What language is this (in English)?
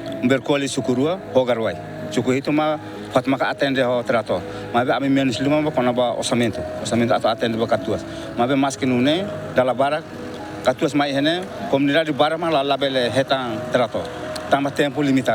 Tetum